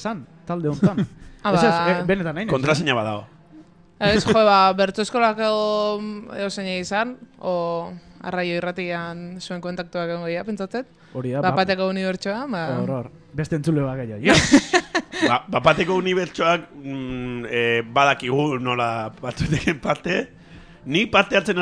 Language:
Basque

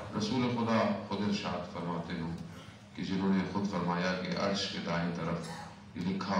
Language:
Urdu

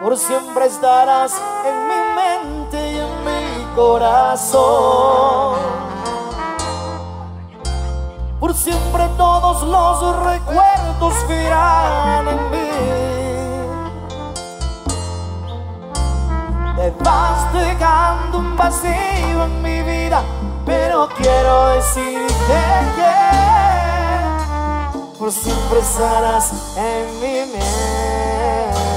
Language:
Spanish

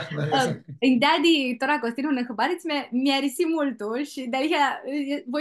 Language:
Aromanian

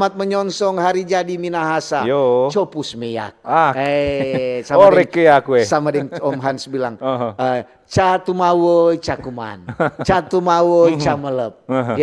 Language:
Manado Malay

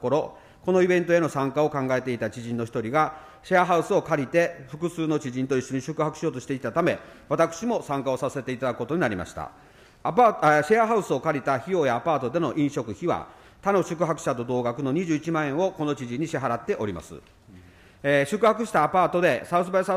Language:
Japanese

